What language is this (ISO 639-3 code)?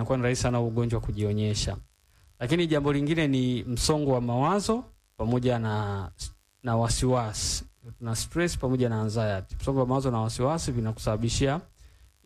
swa